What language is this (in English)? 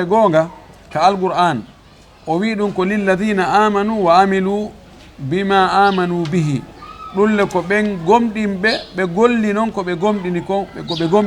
Fula